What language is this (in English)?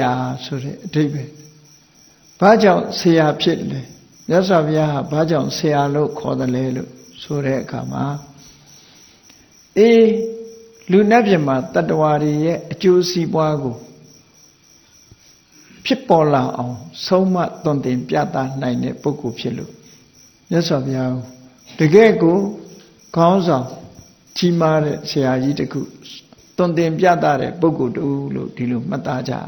Burmese